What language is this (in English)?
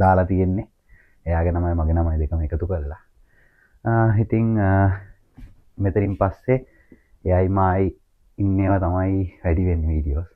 Sinhala